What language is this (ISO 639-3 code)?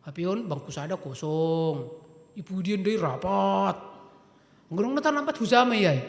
bts